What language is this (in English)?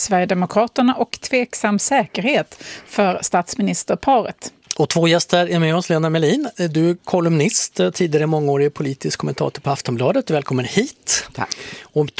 Swedish